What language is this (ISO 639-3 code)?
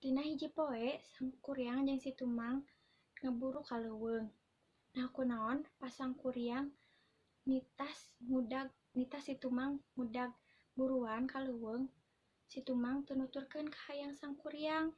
sun